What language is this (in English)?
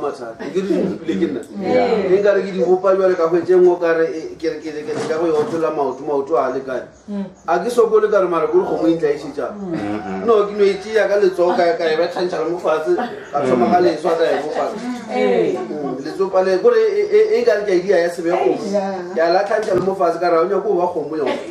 Northern Sotho